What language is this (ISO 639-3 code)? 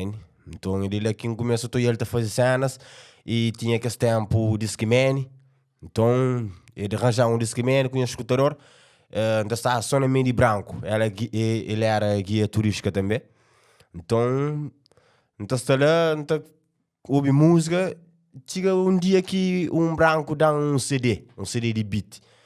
kea